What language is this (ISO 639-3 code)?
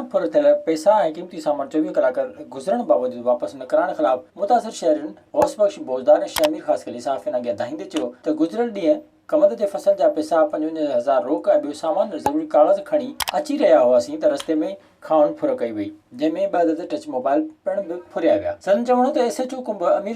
snd